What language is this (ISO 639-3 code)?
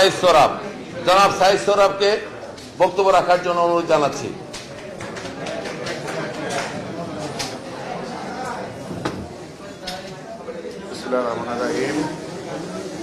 ben